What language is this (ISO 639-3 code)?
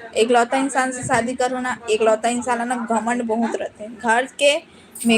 hne